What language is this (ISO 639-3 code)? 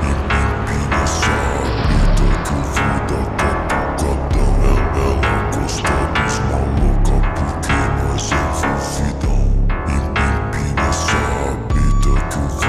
por